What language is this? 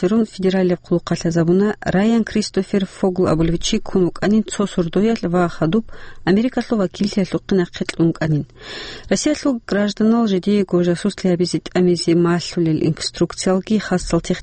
Avaric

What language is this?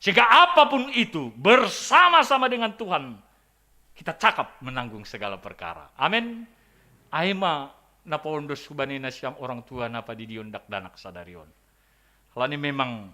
Batak Simalungun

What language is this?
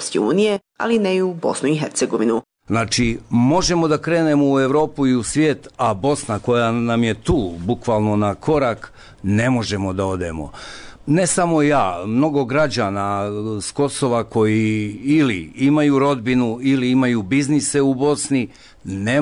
Bosnian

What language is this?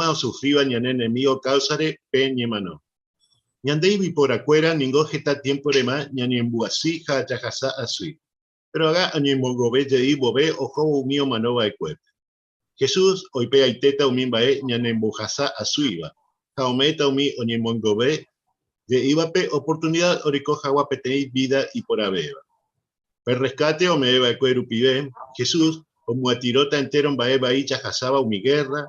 Guarani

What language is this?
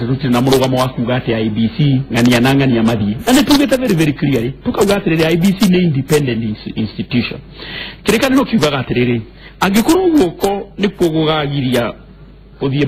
Kikuyu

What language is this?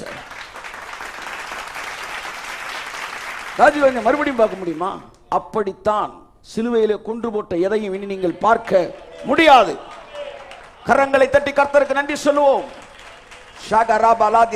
Tamil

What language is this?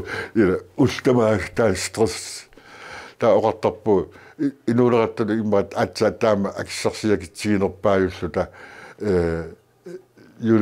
Kalaallisut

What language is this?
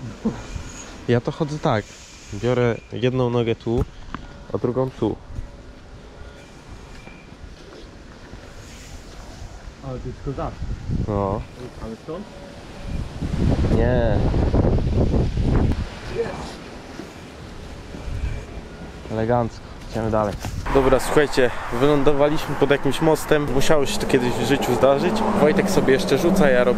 Polish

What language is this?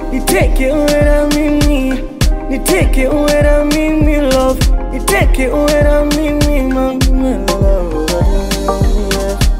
Swahili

